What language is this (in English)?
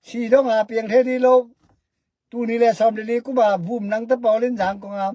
Tedim Chin